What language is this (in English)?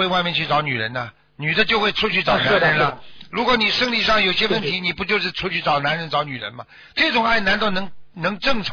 Chinese